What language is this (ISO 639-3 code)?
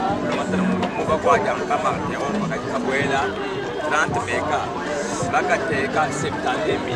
lua